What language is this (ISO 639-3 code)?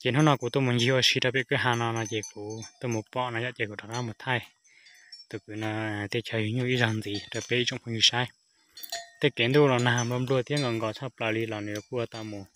hmn